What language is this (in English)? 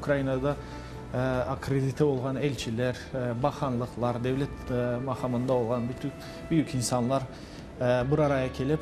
Crimean Tatar